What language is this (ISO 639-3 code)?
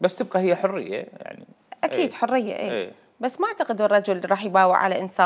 acm